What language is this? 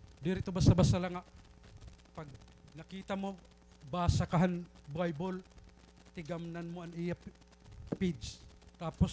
Waray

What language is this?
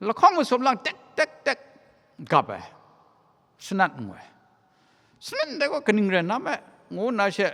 Kachin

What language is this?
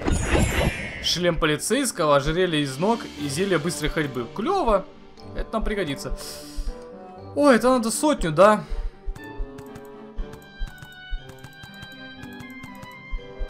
Russian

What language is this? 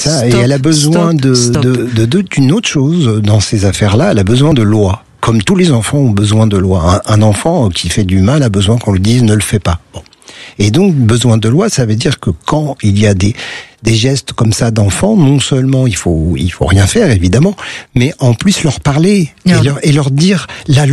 French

